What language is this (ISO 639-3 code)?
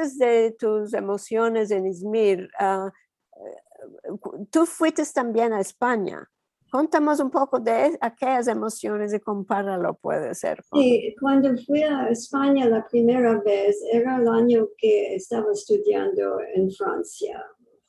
lad